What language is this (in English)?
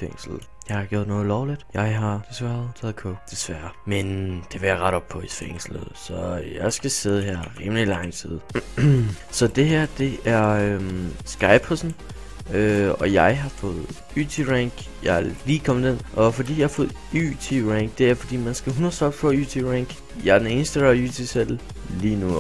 Danish